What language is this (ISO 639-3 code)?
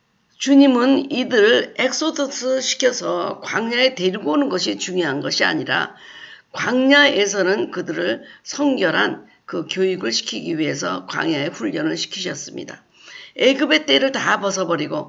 kor